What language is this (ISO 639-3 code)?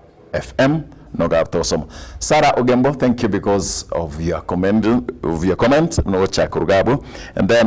guz